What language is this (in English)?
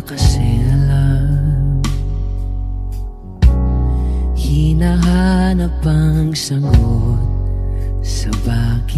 Filipino